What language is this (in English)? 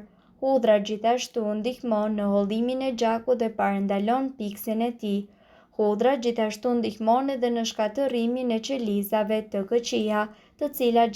Albanian